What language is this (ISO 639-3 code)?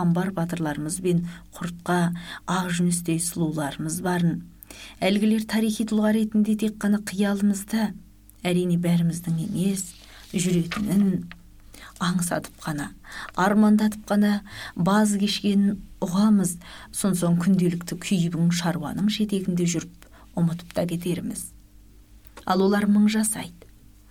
kaz